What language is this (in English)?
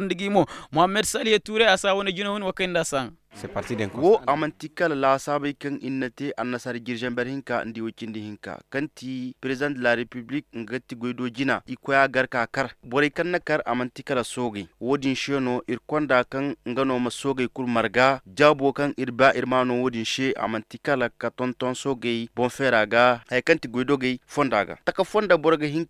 Koyraboro Senni